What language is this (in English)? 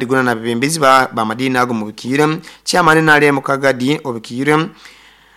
Nyoro